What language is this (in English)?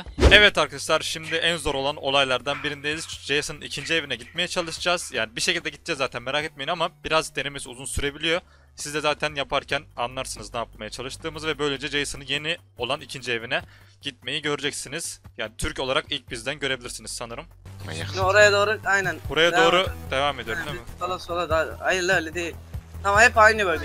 Turkish